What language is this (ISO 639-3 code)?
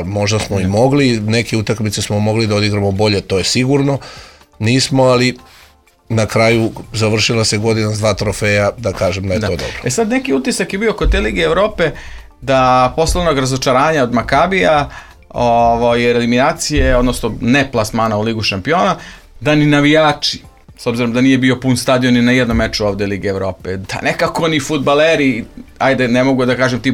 srp